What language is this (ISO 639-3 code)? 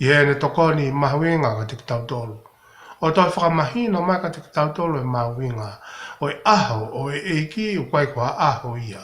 ton